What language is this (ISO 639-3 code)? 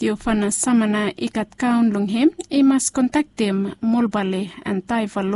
bis